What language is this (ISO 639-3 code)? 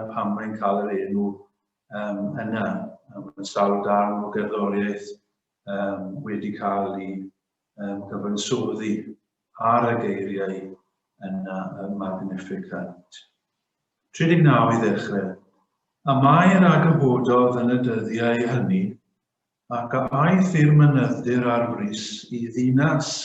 cym